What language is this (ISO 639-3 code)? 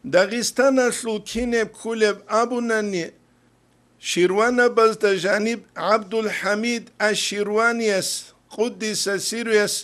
ava